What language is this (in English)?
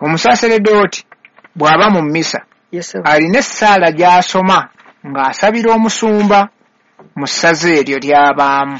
Ganda